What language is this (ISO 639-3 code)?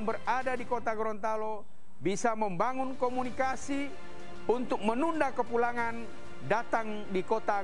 ind